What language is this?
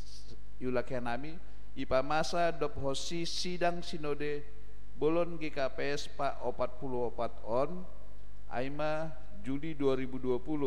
Batak Simalungun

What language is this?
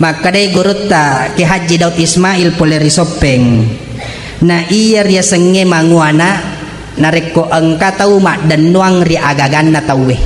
Buginese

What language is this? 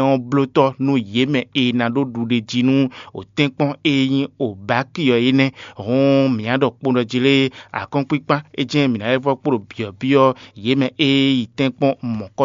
Fon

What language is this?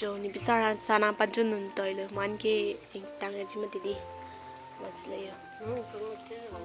Karbi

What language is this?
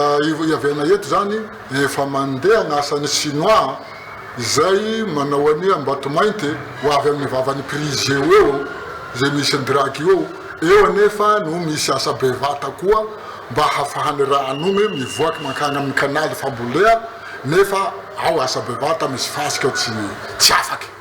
Malagasy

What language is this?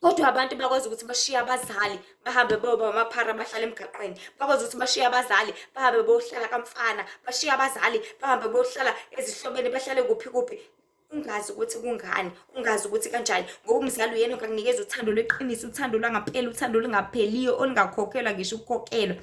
Zulu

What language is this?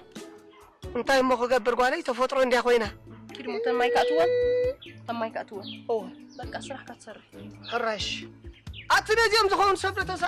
Tigrinya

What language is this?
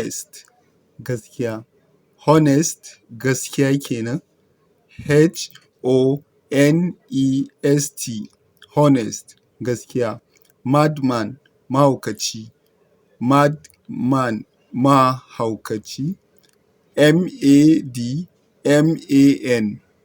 Hausa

